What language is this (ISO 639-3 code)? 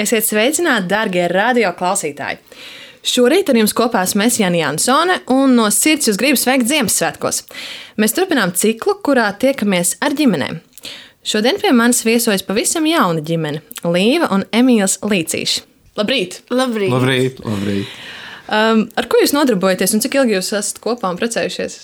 lav